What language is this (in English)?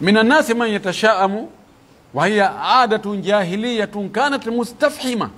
Pular